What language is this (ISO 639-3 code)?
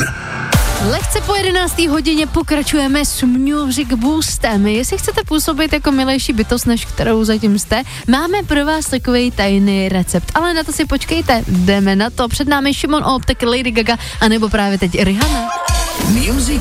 ces